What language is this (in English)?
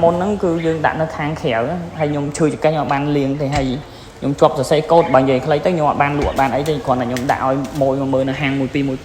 Khmer